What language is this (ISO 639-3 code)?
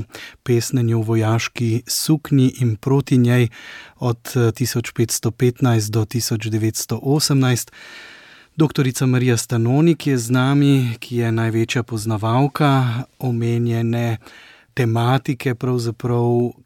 slv